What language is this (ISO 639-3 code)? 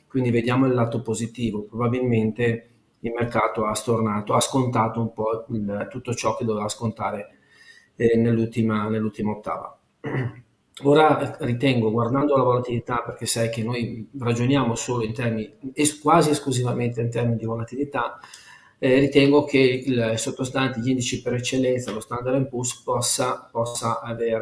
ita